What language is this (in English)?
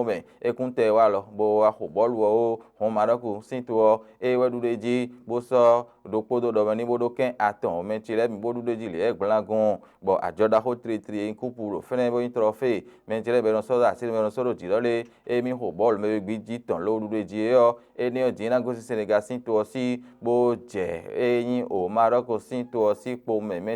Fon